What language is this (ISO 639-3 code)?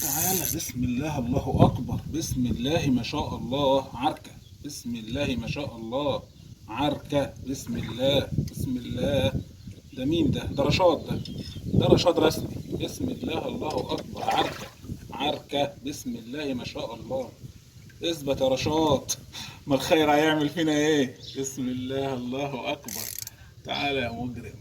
arz